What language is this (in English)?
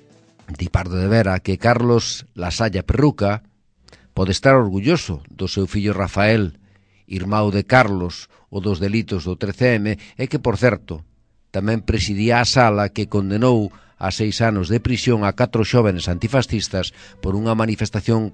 Galician